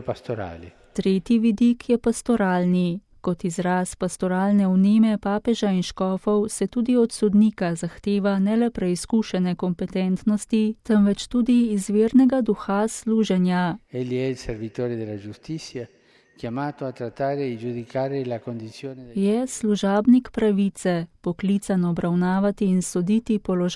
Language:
Slovenian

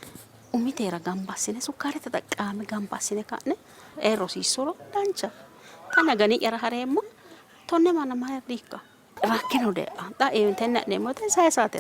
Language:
Sidamo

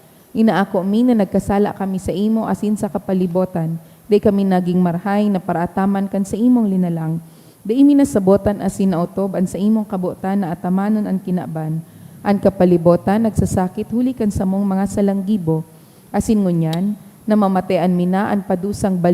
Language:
Bikol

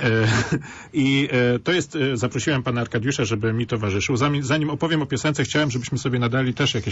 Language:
Polish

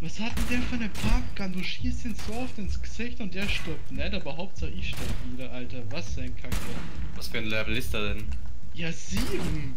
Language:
Swiss German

